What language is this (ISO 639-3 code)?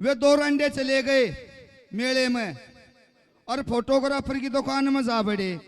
bgc